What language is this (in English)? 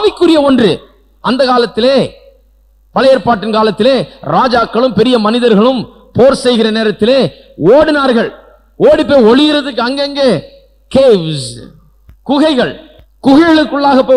Tamil